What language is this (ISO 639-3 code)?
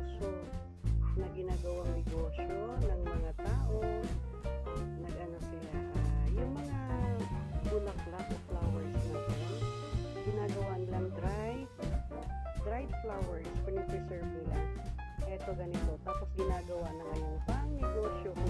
fil